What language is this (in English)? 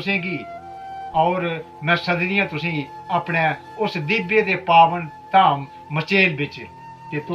Dogri